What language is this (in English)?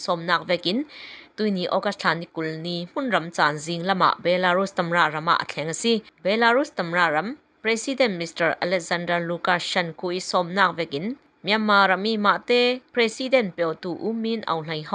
Falam Chin